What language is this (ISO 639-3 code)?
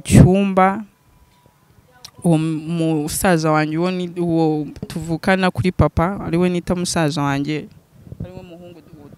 kin